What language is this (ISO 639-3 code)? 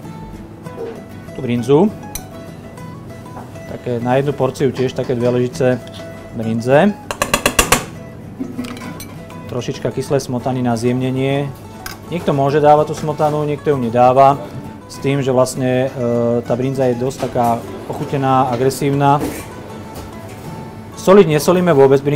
slk